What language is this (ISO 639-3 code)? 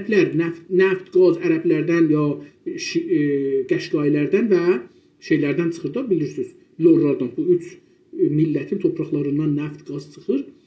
azb